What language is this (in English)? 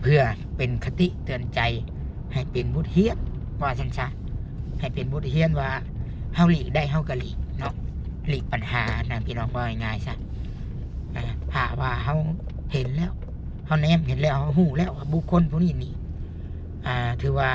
Lao